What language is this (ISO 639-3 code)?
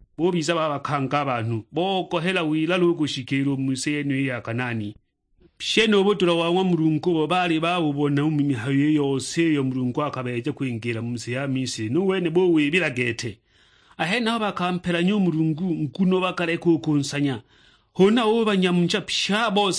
suk